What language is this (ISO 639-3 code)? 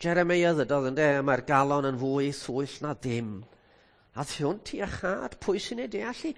cym